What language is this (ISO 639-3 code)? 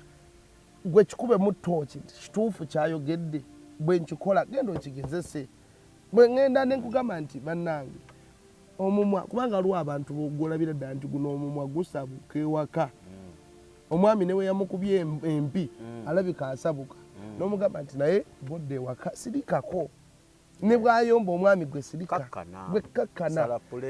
lug